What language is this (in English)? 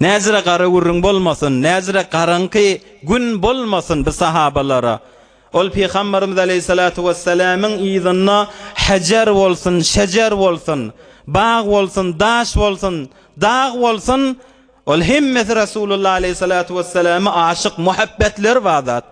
Turkmen